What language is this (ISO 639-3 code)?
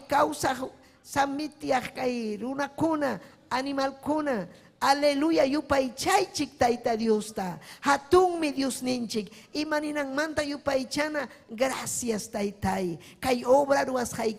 quy